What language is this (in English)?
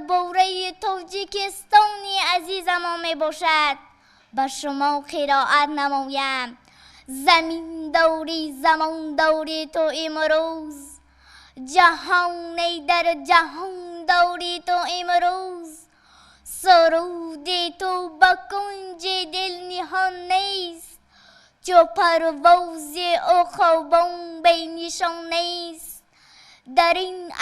Tajik